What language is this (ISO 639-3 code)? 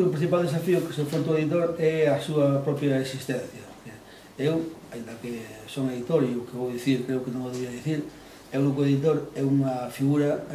glg